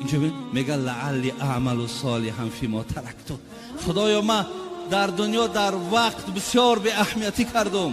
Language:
Tajik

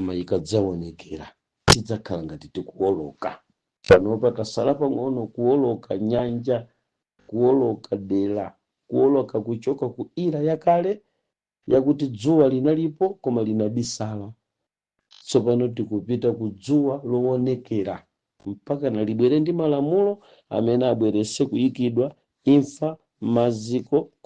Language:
Nyanja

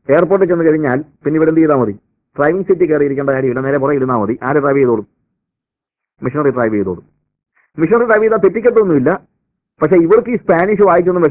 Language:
Malayalam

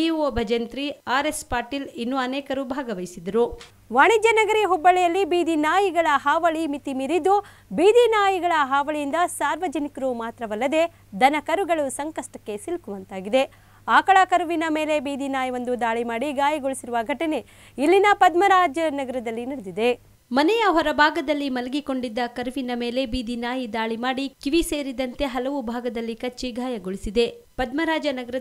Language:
Kannada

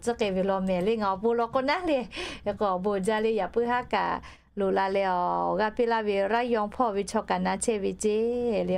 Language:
Lahu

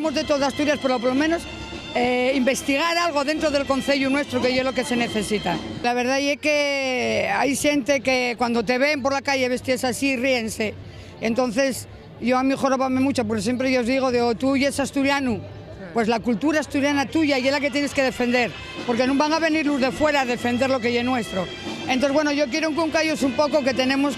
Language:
Asturian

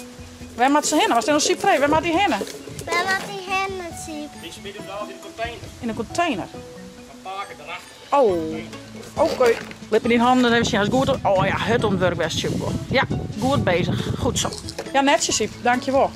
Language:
Western Frisian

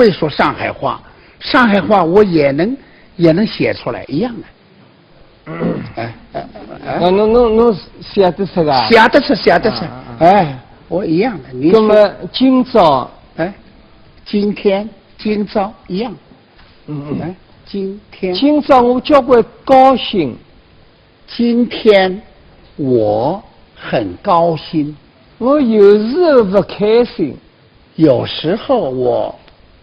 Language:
Wu Chinese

